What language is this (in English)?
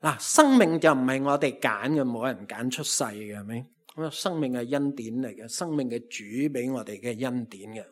Cantonese